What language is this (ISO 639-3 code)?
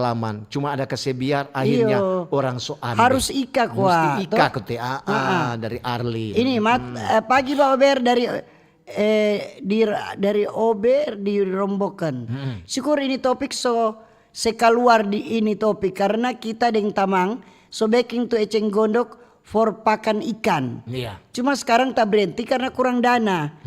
xmm